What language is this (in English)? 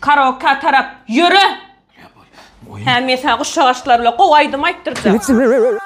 Turkmen